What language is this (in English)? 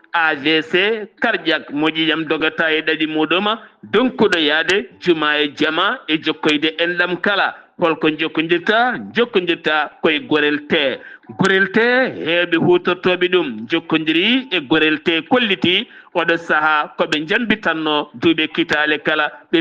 Fula